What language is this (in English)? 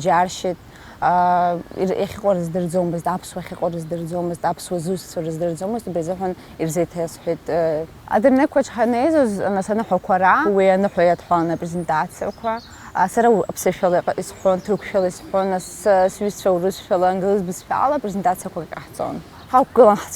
Abkhazian